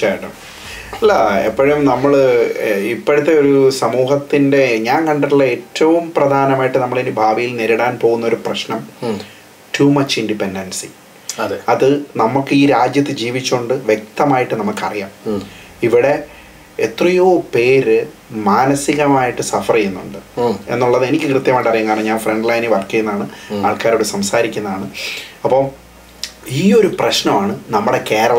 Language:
Malayalam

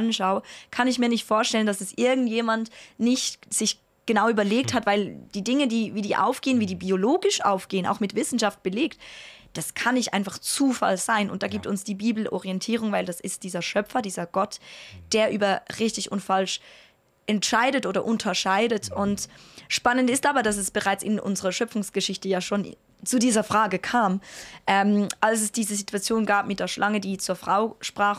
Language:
Swiss German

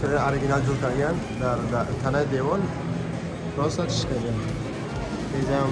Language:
Tajik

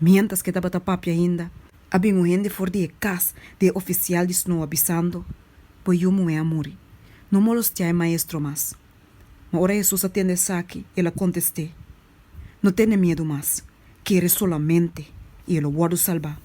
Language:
Papiamento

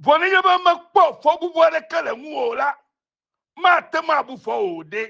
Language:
Ewe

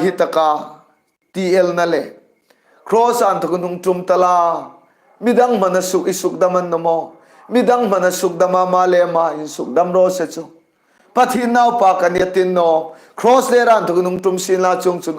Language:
Hmar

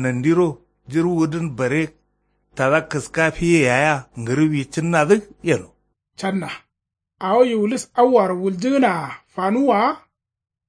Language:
Kanuri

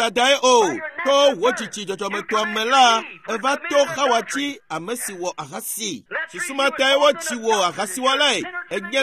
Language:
Ewe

